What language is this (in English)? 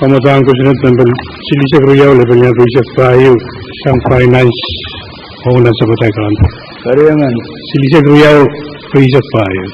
Pohnpeian